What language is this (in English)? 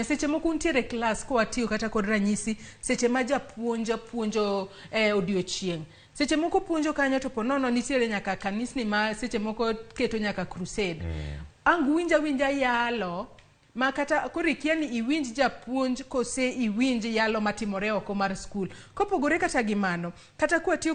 Luo (Kenya and Tanzania)